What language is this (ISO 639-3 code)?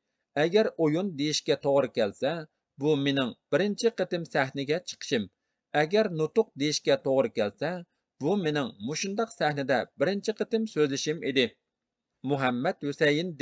uig